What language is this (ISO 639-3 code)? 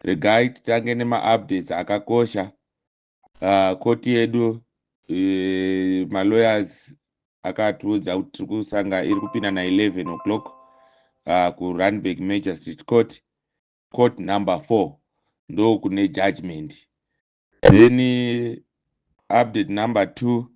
sna